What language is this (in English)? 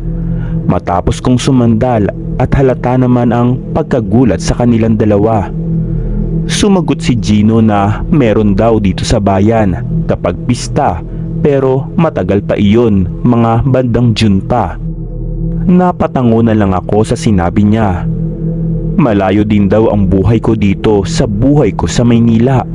Filipino